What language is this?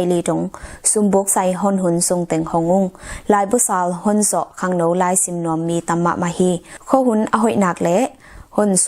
Tedim Chin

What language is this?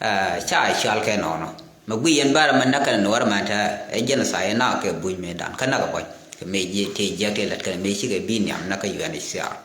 Nuer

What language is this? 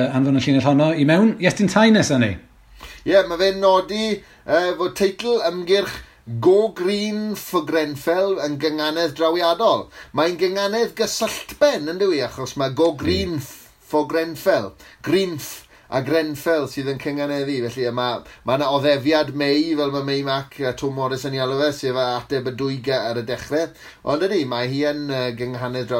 Welsh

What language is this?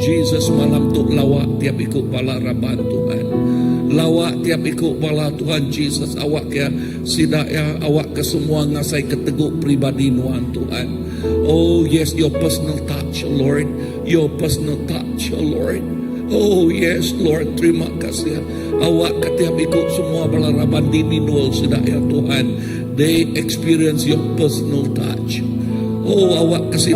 Iban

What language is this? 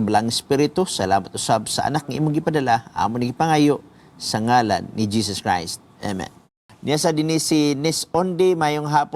Cebuano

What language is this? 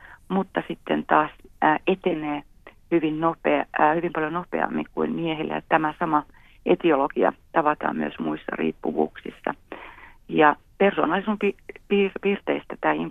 Finnish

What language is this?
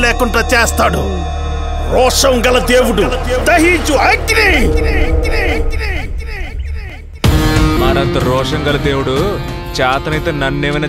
Telugu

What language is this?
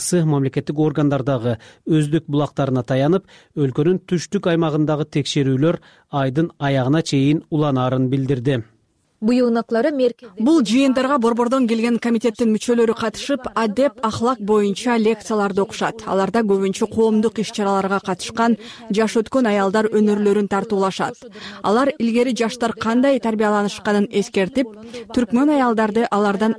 Kyrgyz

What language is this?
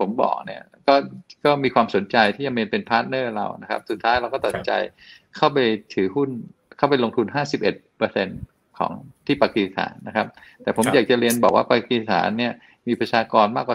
Thai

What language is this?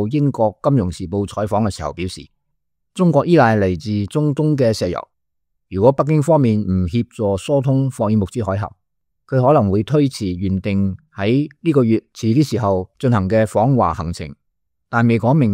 Cantonese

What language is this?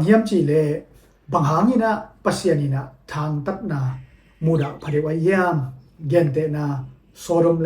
Tedim Chin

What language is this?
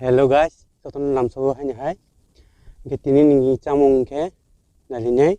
Kok Borok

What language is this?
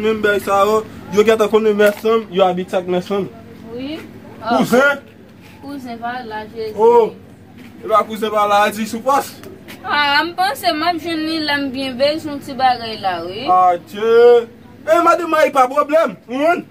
Haitian Creole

